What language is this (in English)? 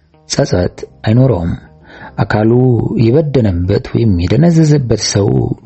Amharic